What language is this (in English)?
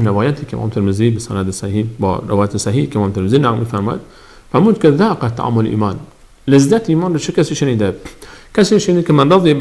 Persian